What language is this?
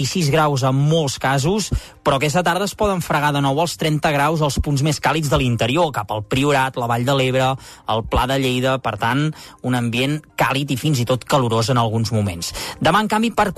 Catalan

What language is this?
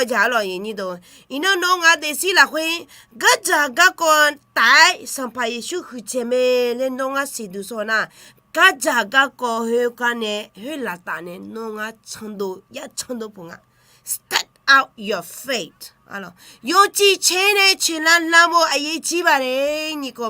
Akha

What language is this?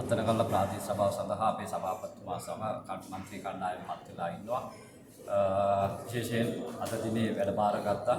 Sinhala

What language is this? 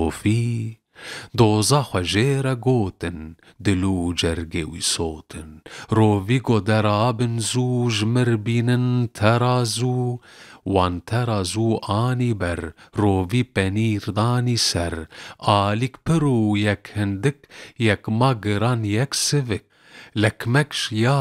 Kurdish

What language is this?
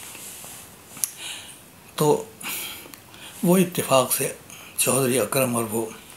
Urdu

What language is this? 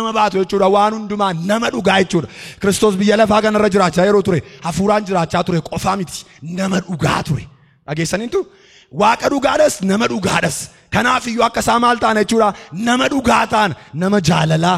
Oromo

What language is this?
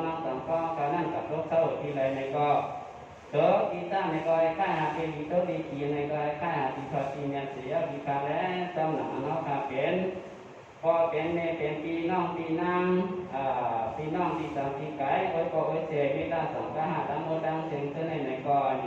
Shan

